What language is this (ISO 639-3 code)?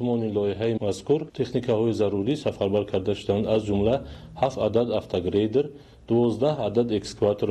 tgk